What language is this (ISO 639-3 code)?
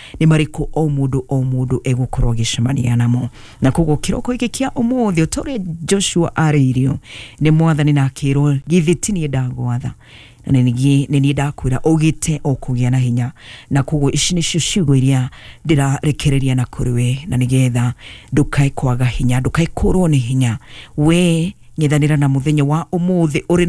kik